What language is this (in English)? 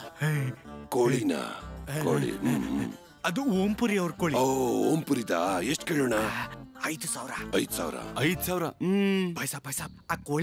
Kannada